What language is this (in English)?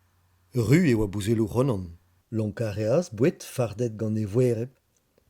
Breton